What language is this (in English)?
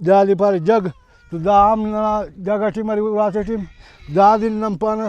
Brahui